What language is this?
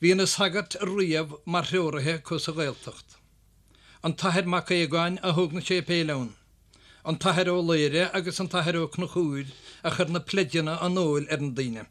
Irish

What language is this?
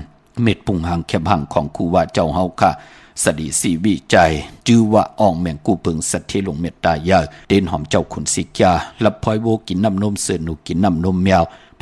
Shan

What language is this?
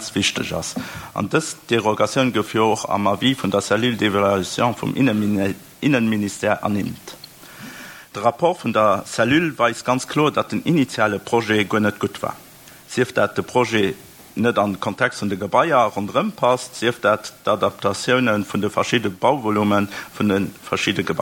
Luxembourgish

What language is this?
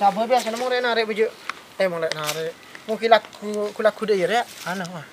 Madurese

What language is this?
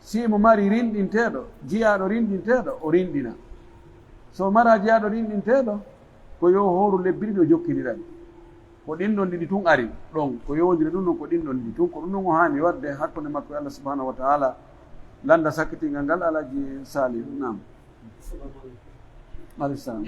Pular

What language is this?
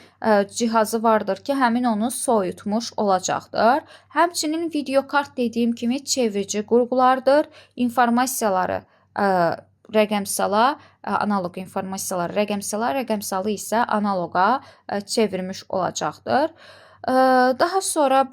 Azerbaijani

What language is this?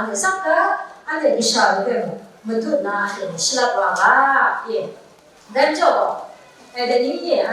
Kachin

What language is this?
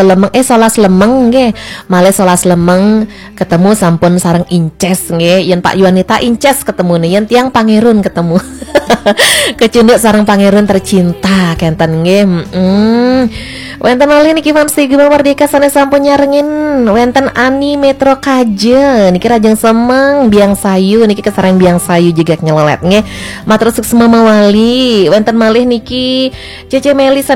Balinese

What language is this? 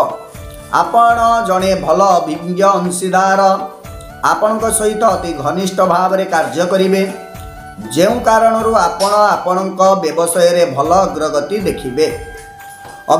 Odia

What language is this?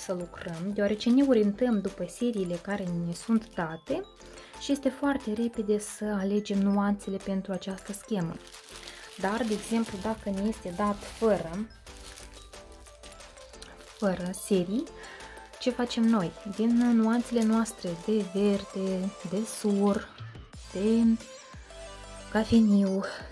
Romanian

